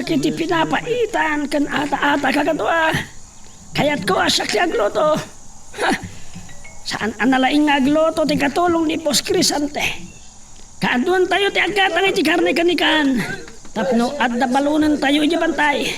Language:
Iloko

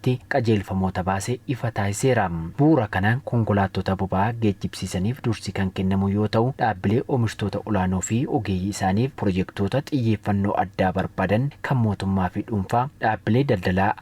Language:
Oromo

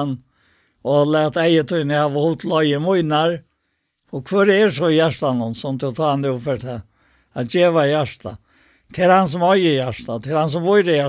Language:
Faroese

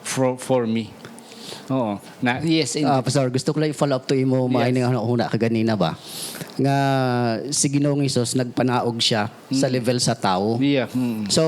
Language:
Hiligaynon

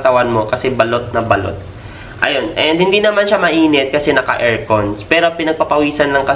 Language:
Filipino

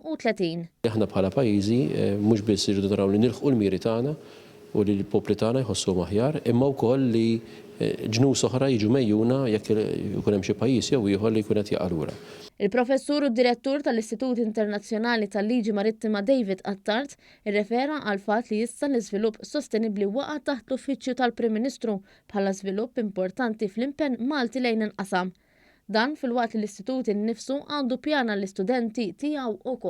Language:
Maltese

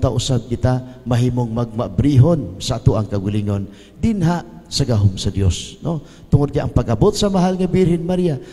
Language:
Cebuano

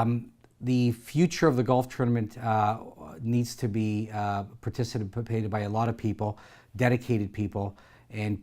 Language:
English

